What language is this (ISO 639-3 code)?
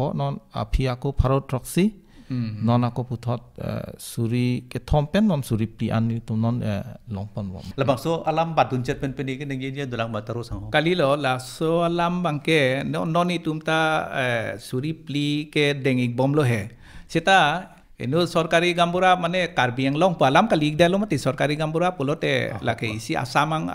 mjw